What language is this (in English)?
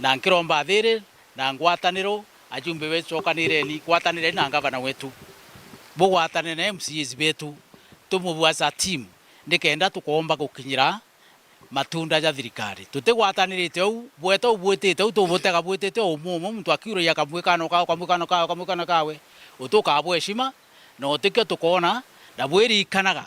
Meru